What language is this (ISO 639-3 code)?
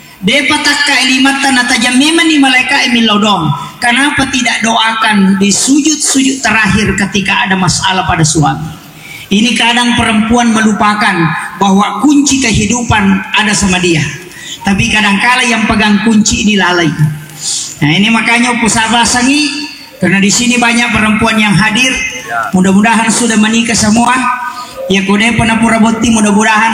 bug